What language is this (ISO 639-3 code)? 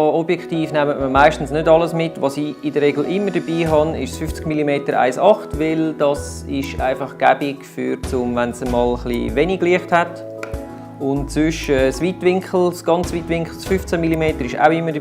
gsw